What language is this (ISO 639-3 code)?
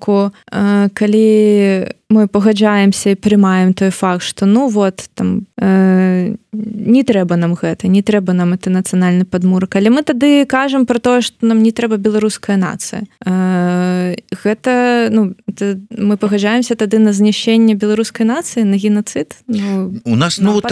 bel